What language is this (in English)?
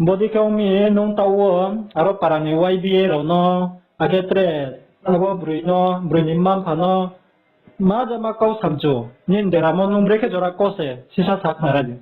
Riang (India)